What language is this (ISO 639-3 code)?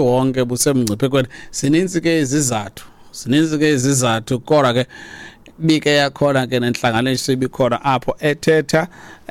xho